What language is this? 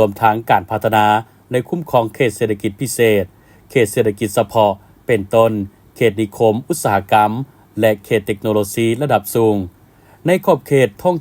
Lao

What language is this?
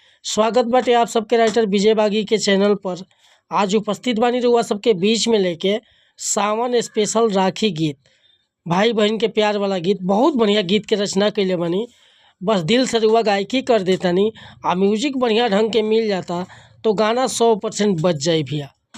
Bhojpuri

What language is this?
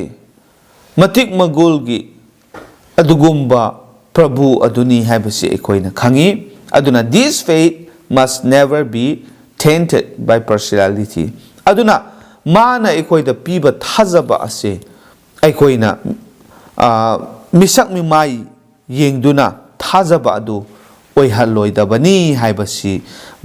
Manipuri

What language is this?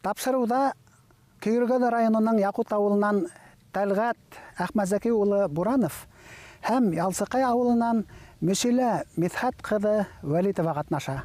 Bashkir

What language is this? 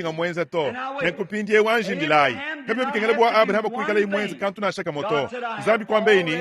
Luba-Lulua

